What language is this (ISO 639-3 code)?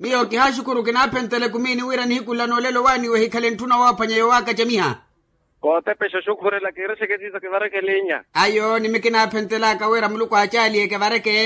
vmw